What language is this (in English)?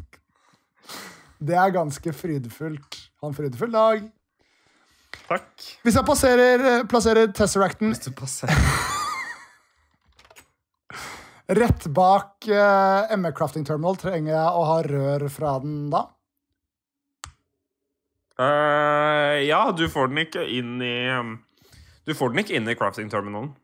Norwegian